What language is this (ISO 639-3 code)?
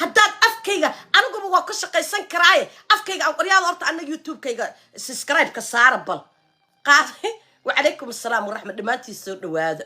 som